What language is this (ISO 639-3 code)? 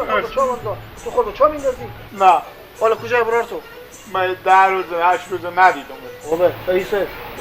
fas